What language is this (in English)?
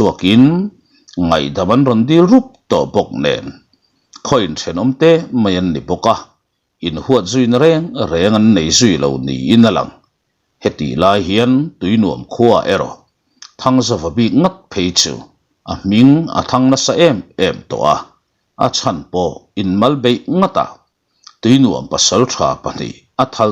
Mizo